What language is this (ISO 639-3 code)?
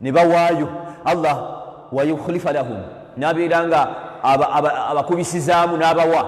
lug